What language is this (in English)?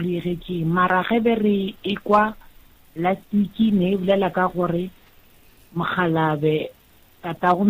Northern Sotho